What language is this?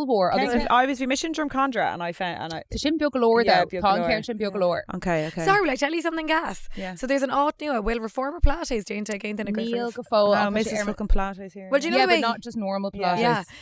Irish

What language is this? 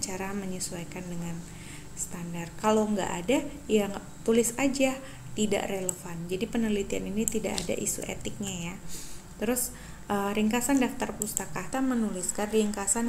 Indonesian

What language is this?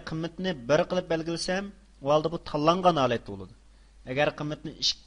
Uyghur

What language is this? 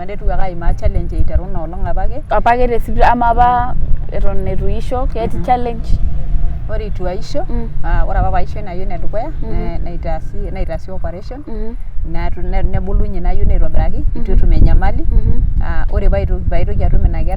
Masai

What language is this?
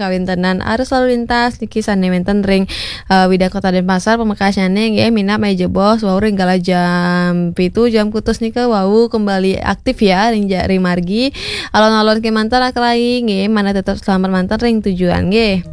Balinese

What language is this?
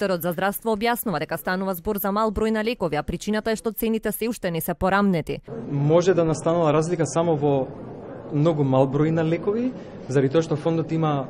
Macedonian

